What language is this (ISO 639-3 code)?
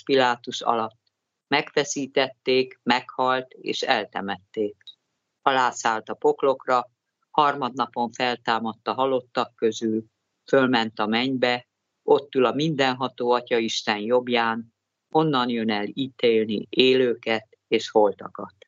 hun